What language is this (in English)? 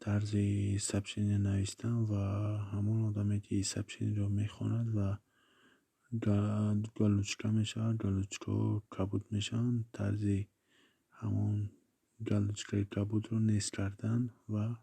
Tajik